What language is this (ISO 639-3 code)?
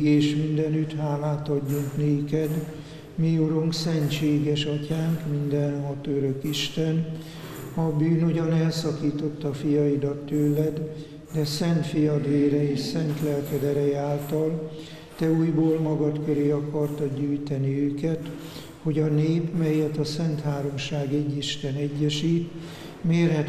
hun